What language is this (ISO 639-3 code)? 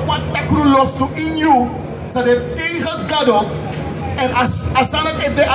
srn